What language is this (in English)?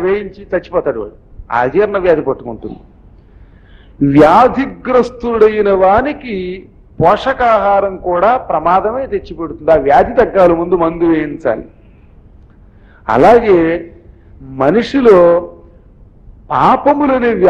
Telugu